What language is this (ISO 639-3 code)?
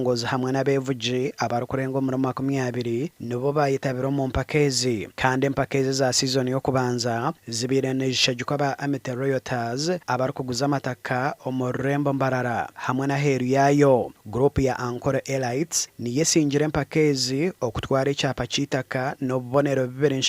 nyn